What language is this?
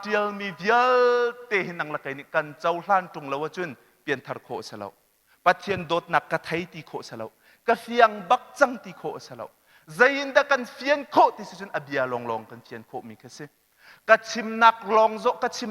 Hakha Chin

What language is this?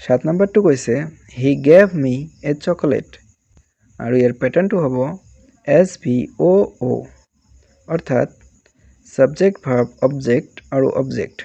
Assamese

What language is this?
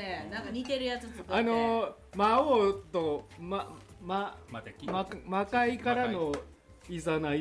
Japanese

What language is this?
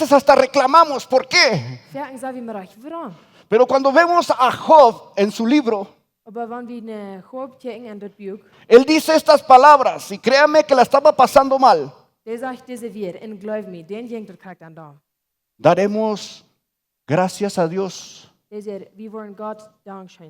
Plautdietsch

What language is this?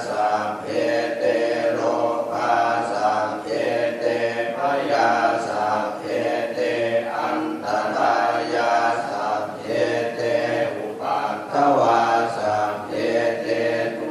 Pali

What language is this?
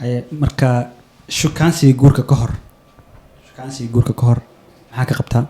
Somali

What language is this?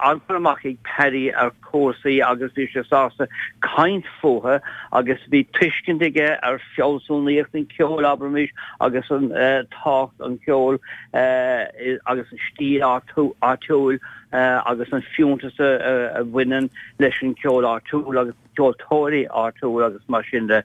Irish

